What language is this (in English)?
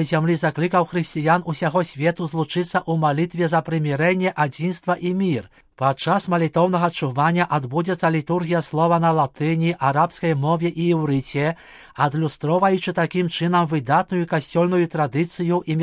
Belarusian